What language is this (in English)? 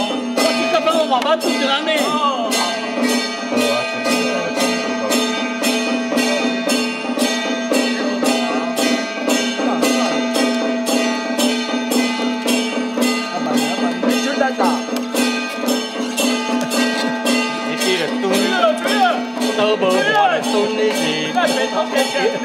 Chinese